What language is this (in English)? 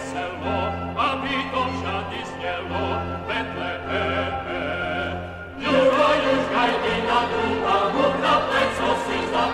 Slovak